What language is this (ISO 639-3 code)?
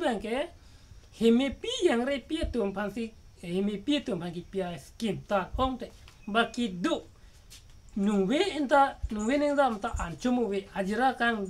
mjw